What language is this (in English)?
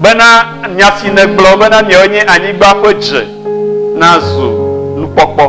Ewe